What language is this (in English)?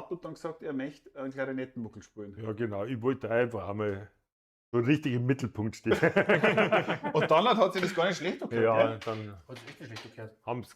Bavarian